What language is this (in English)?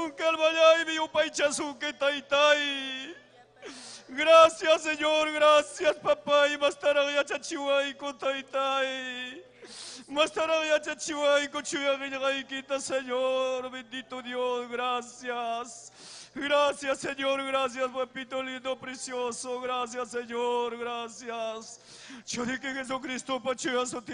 Ayacucho Quechua